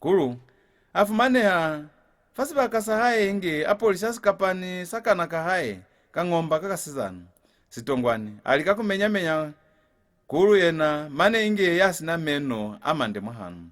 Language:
Lozi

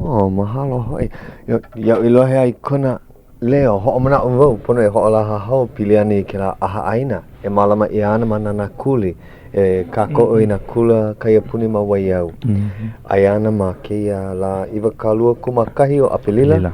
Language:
Hawaiian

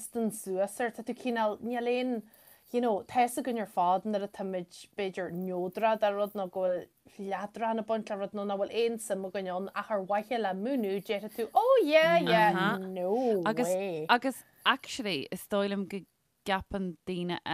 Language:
Irish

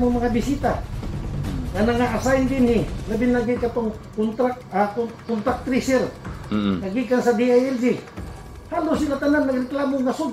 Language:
Cebuano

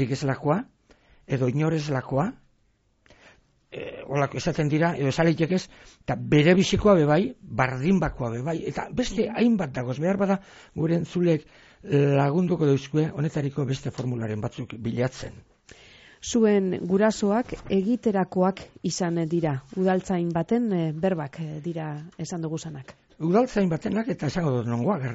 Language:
Basque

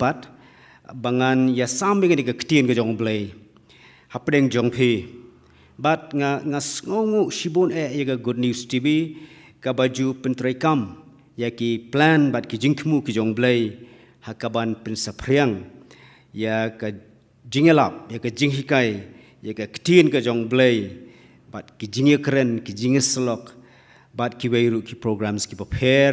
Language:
Khasi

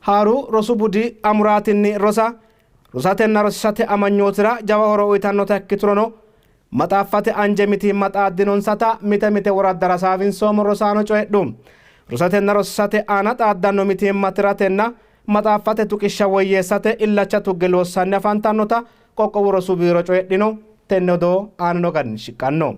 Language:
Sidamo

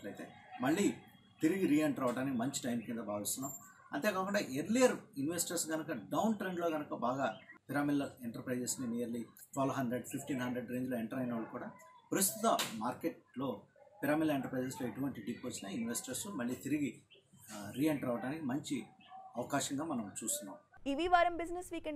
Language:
Telugu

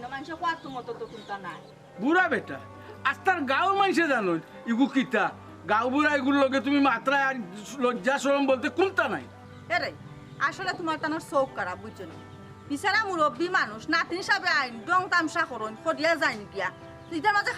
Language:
Sylheti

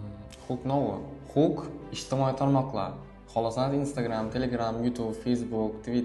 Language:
Uzbek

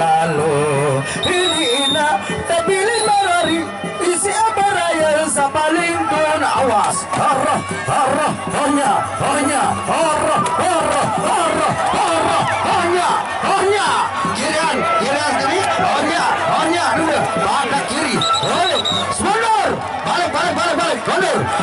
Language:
Sasak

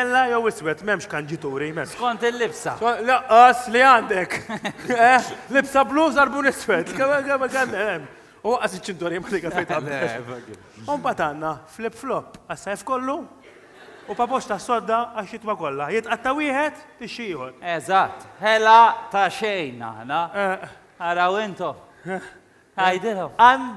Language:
Maltese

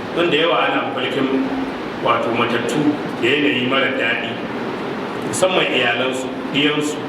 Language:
Hausa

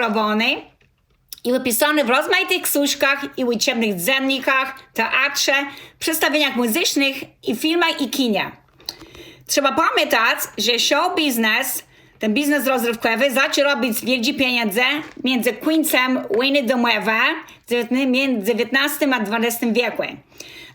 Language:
Kashubian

